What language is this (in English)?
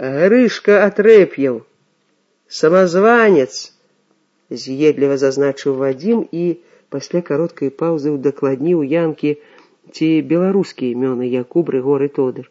Belarusian